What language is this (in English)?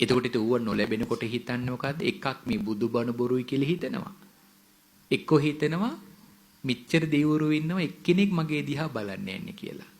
Sinhala